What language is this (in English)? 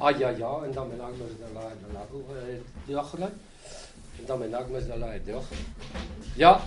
Breton